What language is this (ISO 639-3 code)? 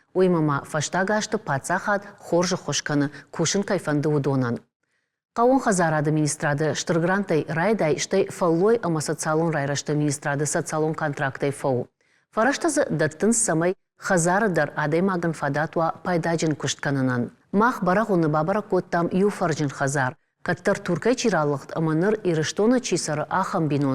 oss